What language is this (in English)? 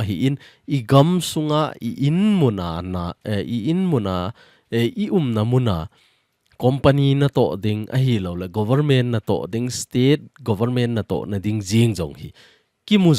Thado Chin